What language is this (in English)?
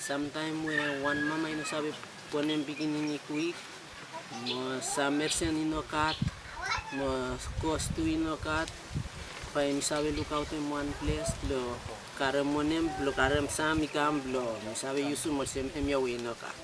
Bislama